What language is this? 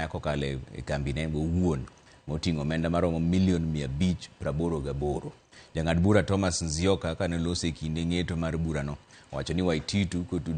Luo (Kenya and Tanzania)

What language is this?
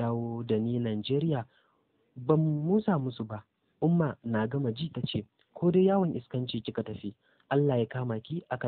Hausa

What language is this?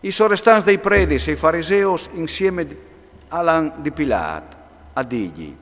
Friulian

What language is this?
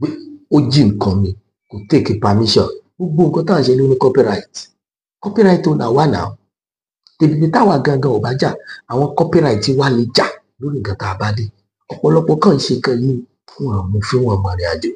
Yoruba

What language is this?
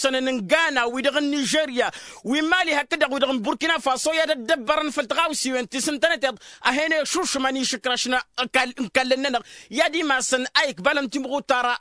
Tamasheq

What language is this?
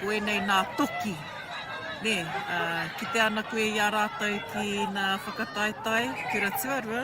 Māori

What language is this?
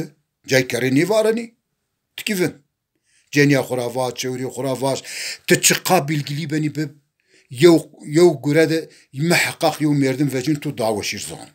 Zaza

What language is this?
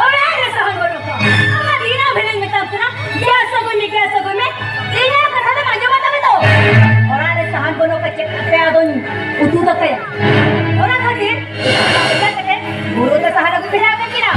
Santali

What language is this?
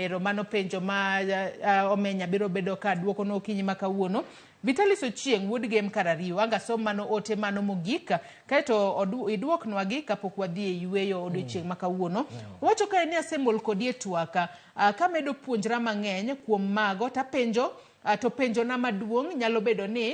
Luo (Kenya and Tanzania)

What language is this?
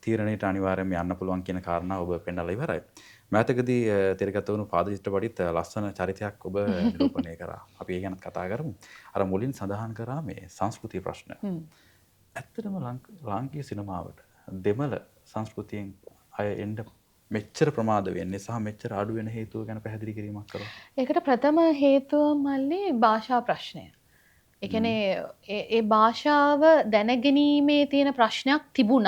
Sinhala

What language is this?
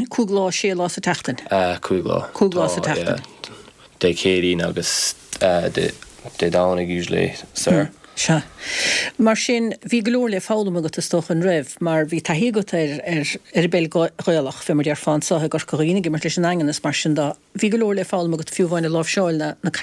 Irish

